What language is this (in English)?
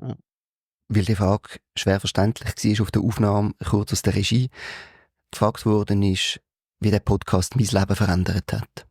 Swiss German